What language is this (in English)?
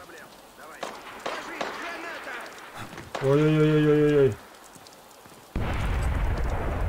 Russian